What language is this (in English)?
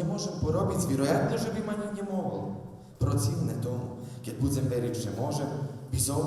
Rusyn